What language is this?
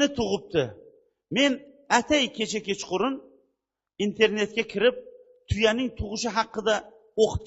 Uzbek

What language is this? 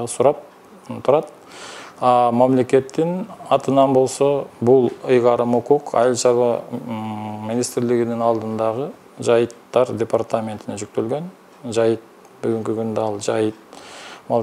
Kyrgyz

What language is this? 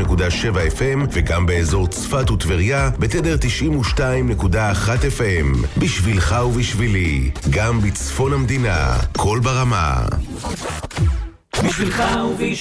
Hebrew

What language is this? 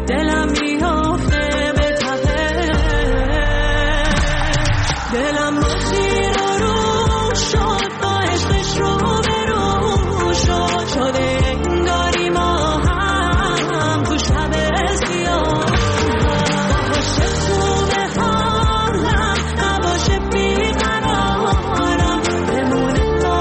Persian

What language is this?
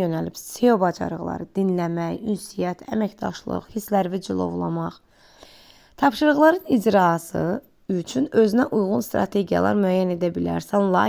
Azerbaijani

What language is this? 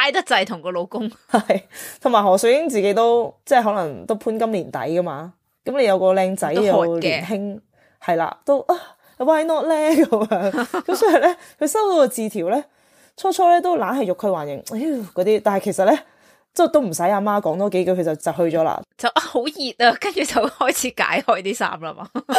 Cantonese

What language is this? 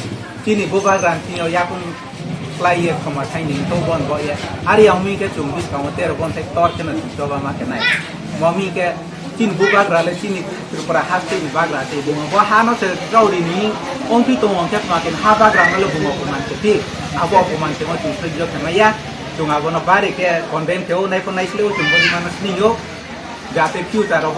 Kok Borok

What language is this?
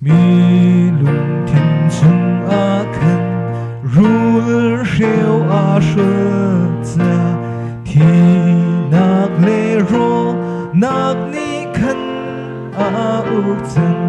Hakha Chin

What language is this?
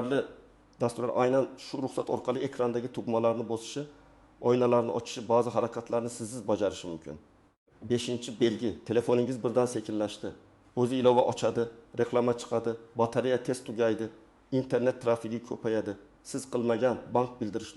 Uzbek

